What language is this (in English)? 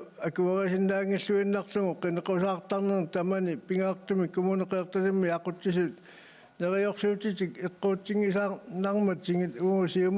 Kalaallisut